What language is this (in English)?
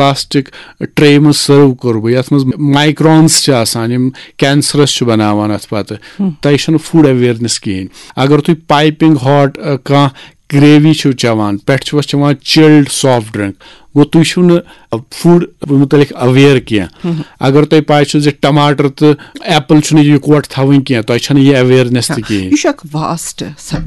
Kashmiri